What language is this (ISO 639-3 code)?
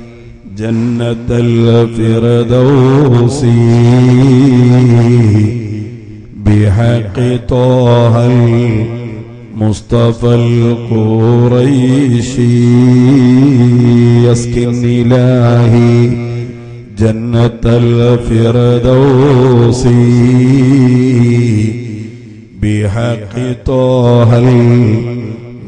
mal